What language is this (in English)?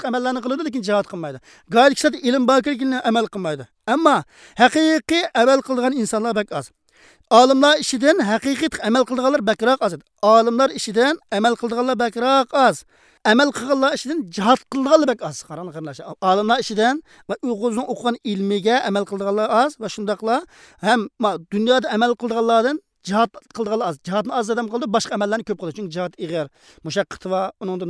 Uyghur